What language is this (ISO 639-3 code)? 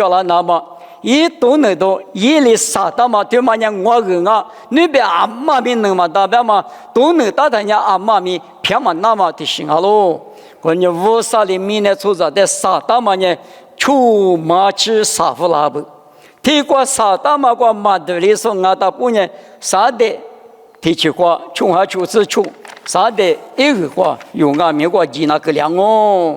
lis